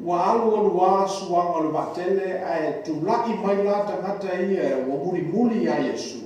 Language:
Samoan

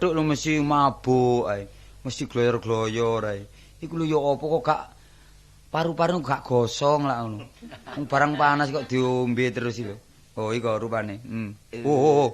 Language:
Javanese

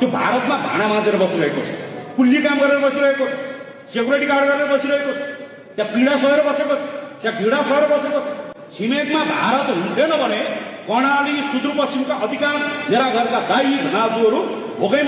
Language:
Nepali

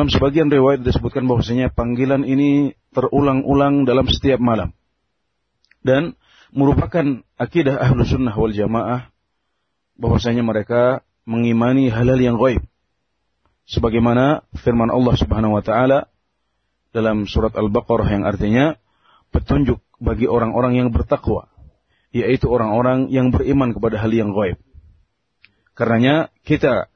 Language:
Indonesian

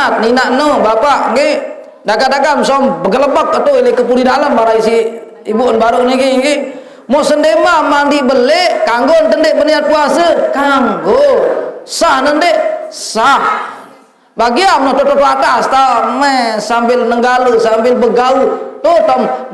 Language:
Sasak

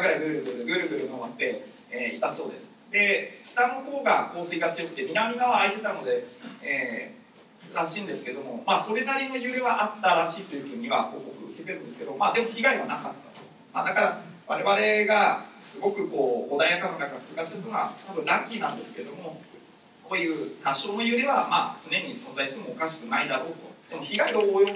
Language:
Japanese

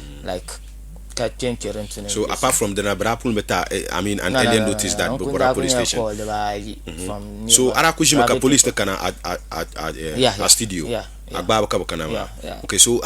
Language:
Dagbani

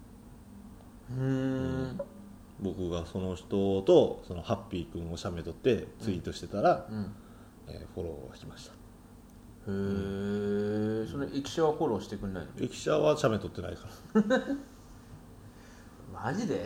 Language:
Japanese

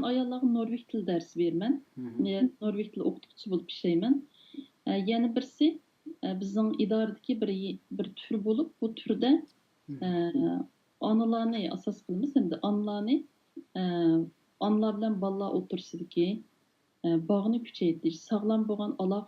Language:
Uyghur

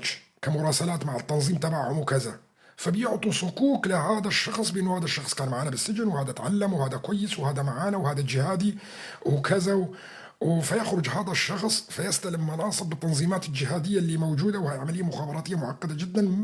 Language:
North Levantine Arabic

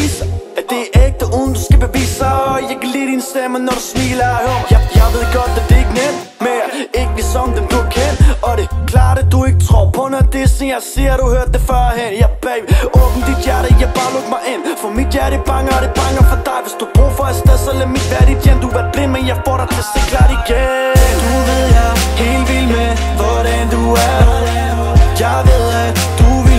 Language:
Danish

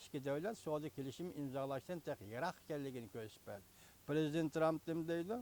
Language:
Uyghur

